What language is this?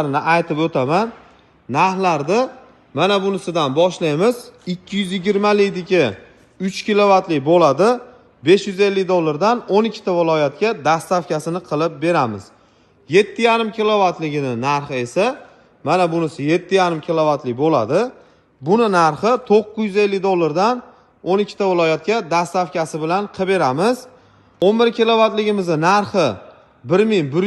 Uzbek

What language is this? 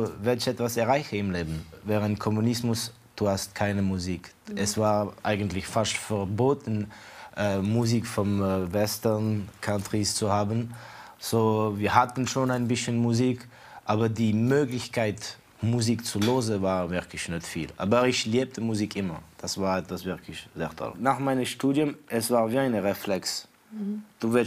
Swiss German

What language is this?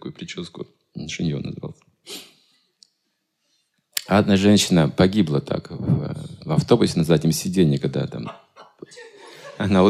Russian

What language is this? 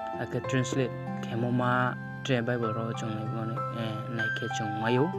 Riang (India)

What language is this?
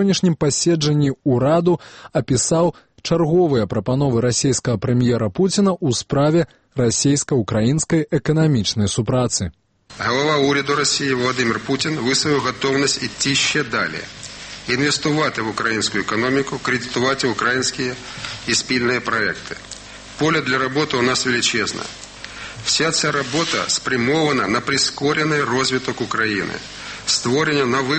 Belarusian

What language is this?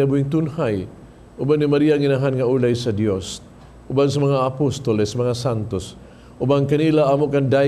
Cebuano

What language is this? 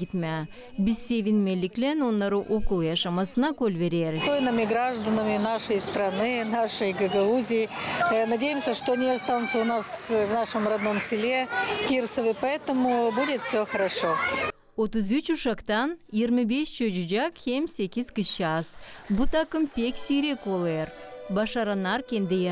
Gagauz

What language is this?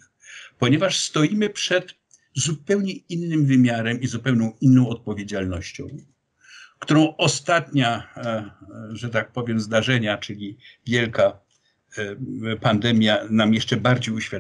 Polish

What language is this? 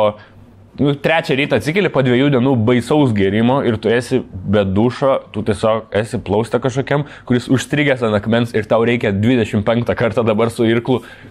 Lithuanian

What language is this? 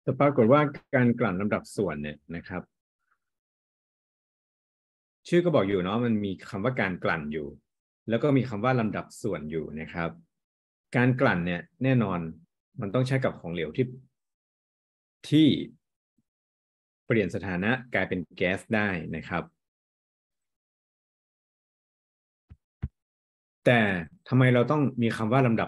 Thai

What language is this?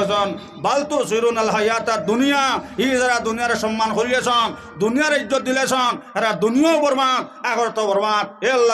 Sylheti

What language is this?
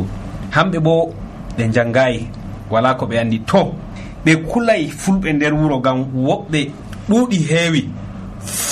Nigerian Fulfulde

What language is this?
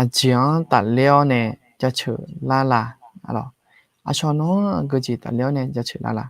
Akha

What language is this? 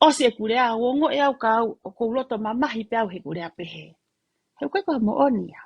Tongan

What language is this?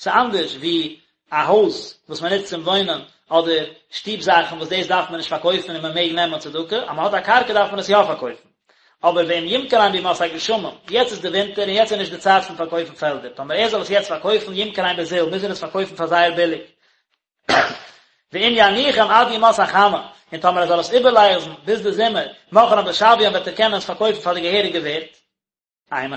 Yiddish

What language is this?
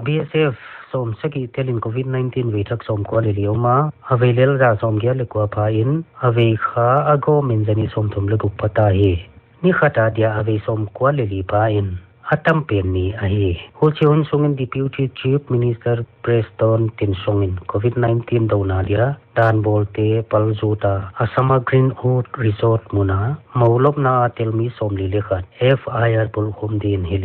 Paite Chin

